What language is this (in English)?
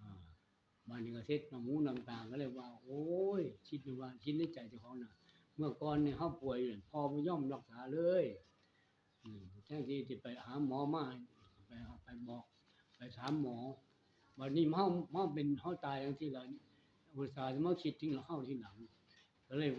Northeastern Thai